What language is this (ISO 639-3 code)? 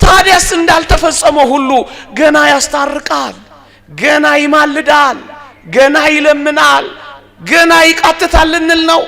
amh